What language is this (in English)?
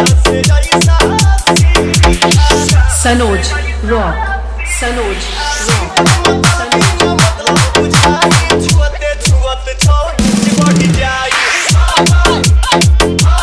Bhojpuri